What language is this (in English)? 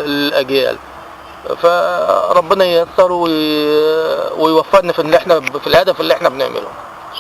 Egyptian Arabic